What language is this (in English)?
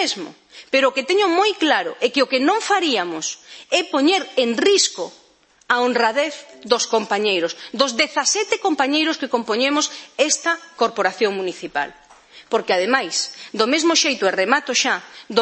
Galician